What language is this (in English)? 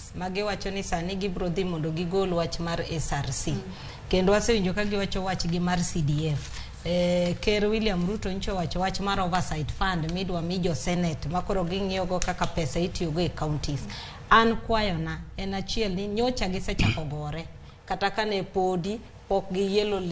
Luo (Kenya and Tanzania)